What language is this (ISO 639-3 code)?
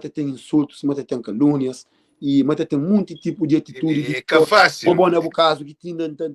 kea